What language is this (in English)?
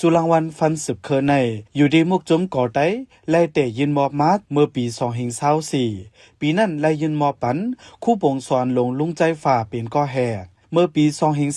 Shan